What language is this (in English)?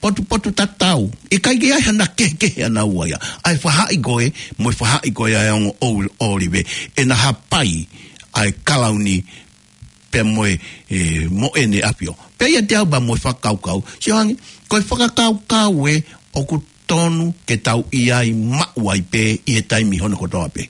Tongan